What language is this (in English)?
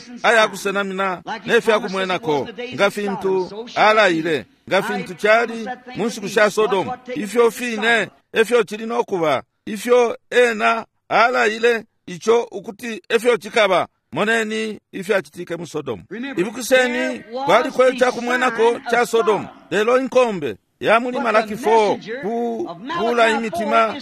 Bemba